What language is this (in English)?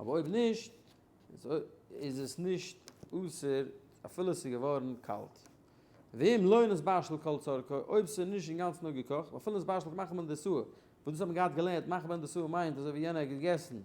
Yiddish